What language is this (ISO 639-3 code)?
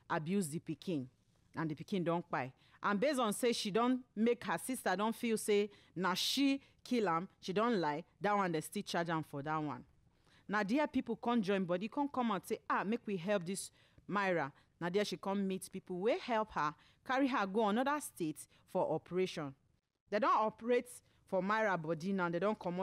pcm